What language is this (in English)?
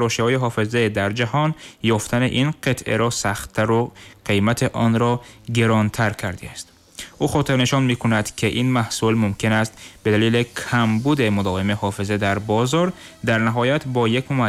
Tajik